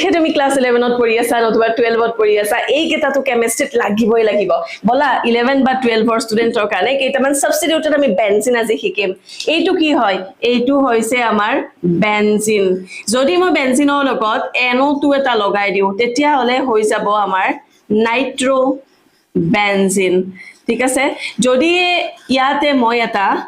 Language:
Assamese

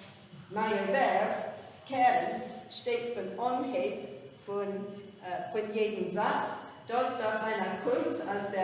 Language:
Yiddish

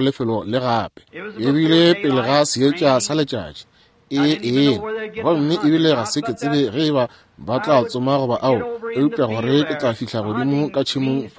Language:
Northern Sotho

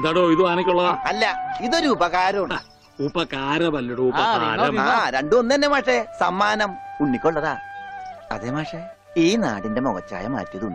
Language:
Malayalam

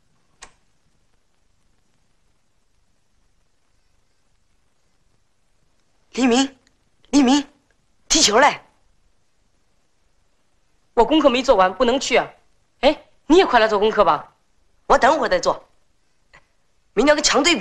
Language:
Chinese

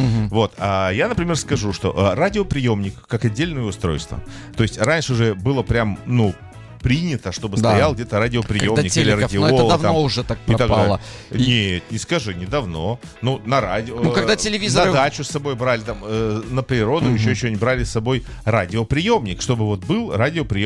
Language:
Russian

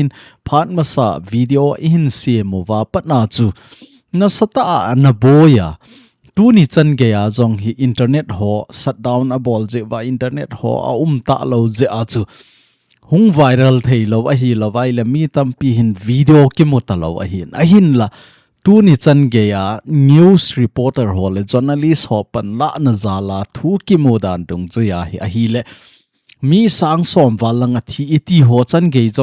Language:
Thado Chin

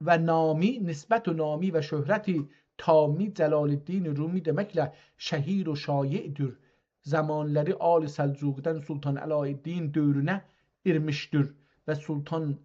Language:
South Azerbaijani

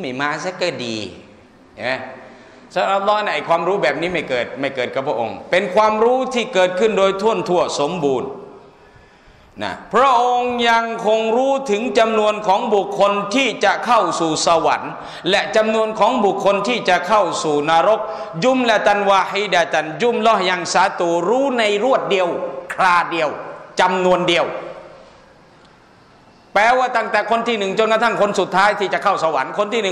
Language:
Thai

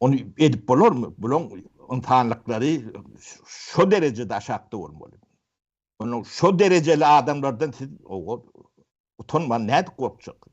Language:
Turkmen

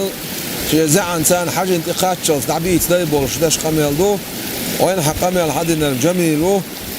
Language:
Chechen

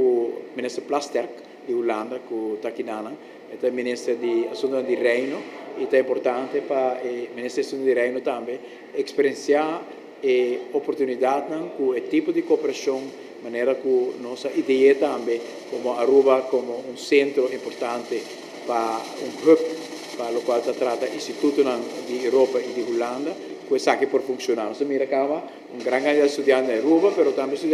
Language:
Papiamento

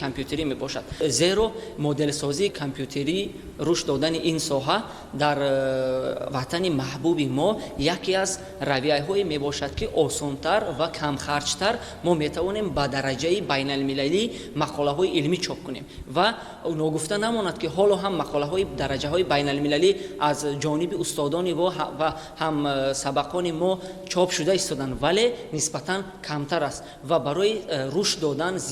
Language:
Tajik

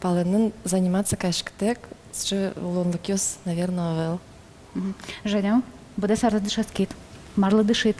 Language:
Udmurt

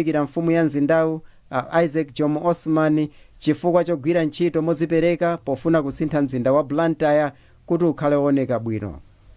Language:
Nyanja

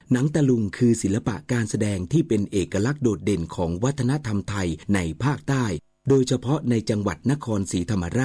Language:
Thai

